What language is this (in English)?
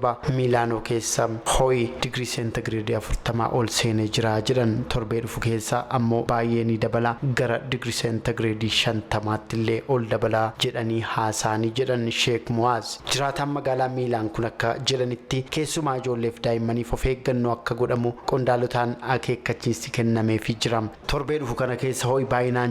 Oromo